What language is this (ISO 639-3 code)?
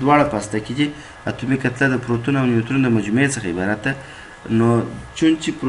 pus